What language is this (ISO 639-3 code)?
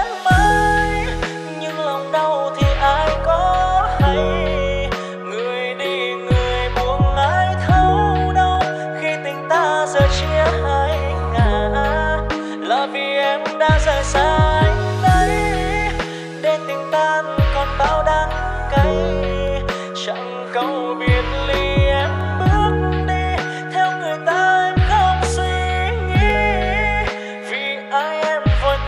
vie